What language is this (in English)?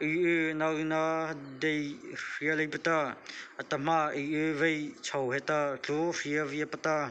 Mara Chin